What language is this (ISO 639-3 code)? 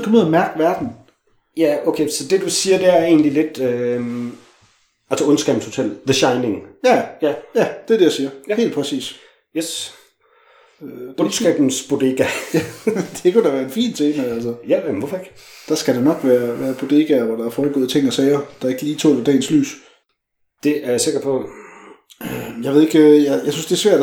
dan